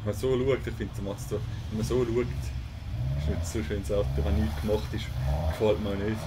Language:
Swiss German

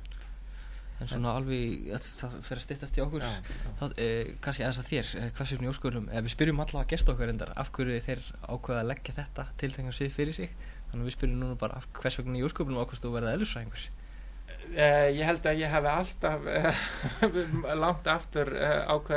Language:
Icelandic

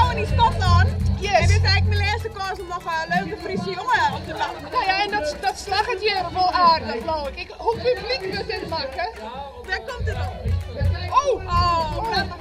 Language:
Western Frisian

